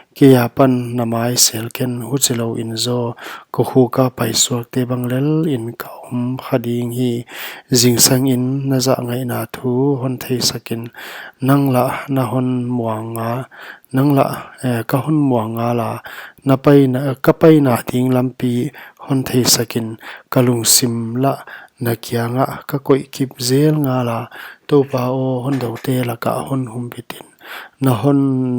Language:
Paite Chin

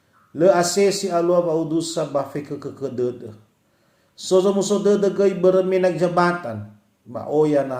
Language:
Nias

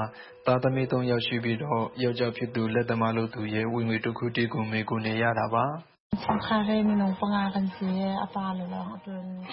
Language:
Burmese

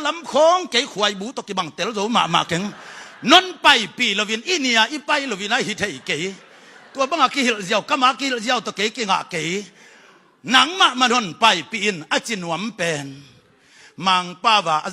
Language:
Tedim Chin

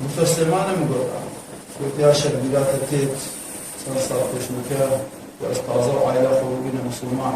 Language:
Kurdish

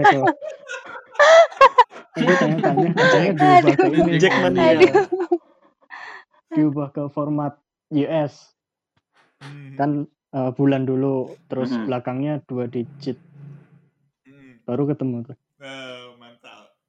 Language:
Indonesian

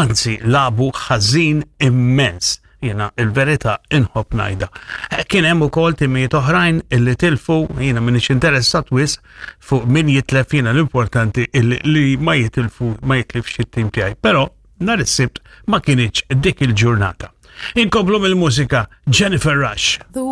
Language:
Maltese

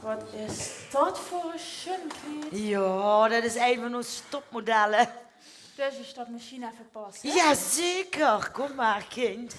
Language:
Limburgish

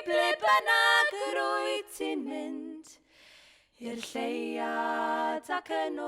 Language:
Welsh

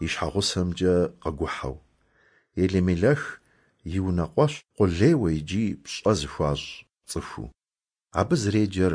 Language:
Kabardian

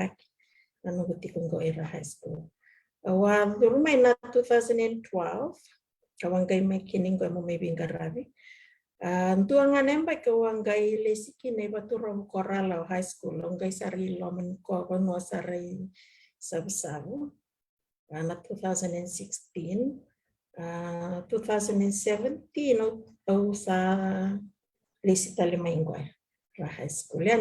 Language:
Fijian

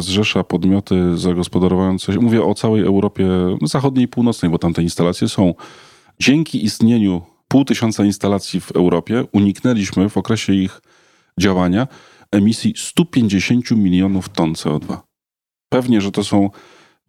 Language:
Polish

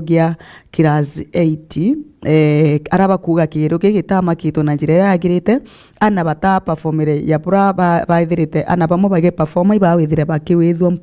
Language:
Meru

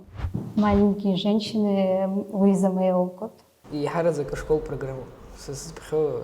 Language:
Abkhazian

